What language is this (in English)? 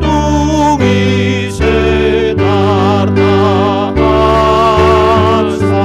Batak Toba